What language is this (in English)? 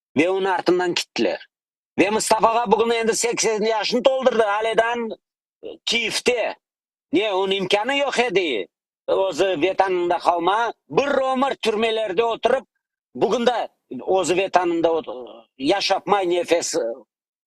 Crimean Tatar